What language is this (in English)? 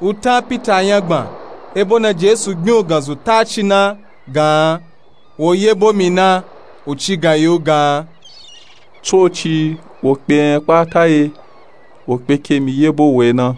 Nupe-Nupe-Tako